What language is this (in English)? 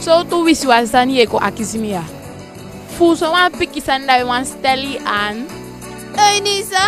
Eastern Maroon Creole